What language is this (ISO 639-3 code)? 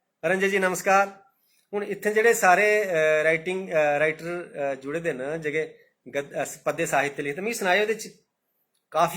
doi